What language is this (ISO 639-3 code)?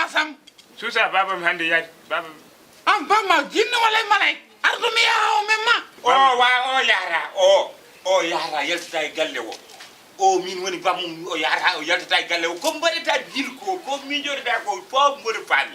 ful